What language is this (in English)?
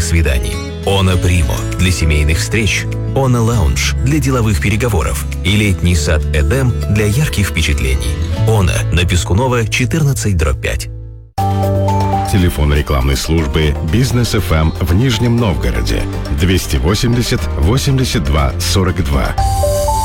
Russian